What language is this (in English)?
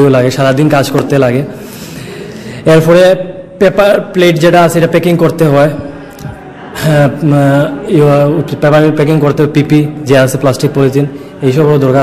Bangla